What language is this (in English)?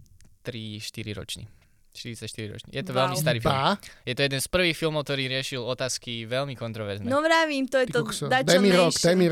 Slovak